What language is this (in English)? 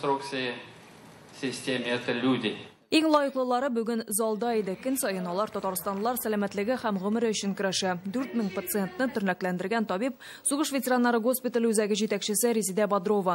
Tatar